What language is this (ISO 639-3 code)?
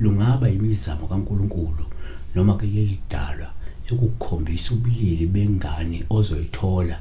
zul